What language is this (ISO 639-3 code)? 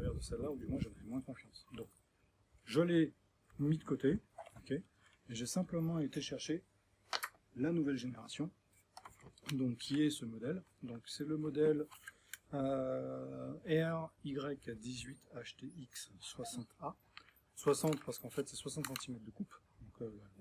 fra